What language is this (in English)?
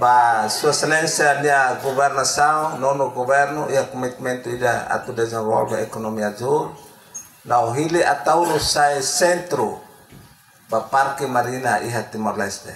Tetum